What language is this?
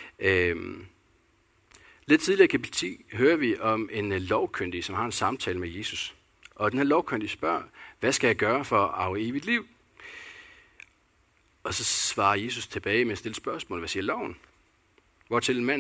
Danish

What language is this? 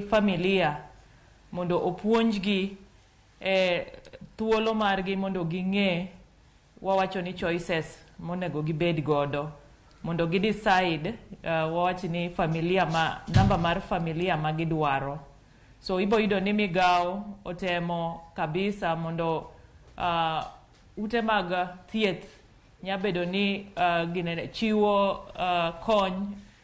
Luo (Kenya and Tanzania)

